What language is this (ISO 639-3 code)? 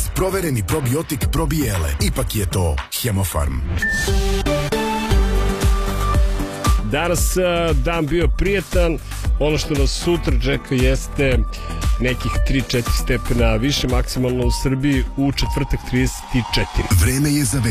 srp